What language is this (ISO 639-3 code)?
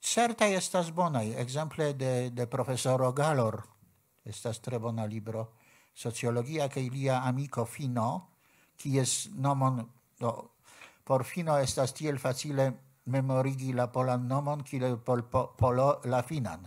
epo